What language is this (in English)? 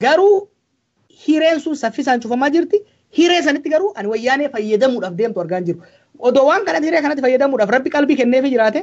Oromo